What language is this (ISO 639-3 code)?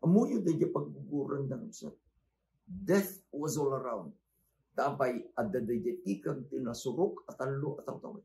ilo